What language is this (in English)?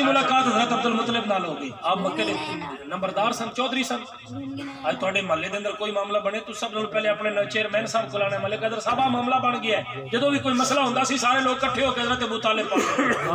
Saraiki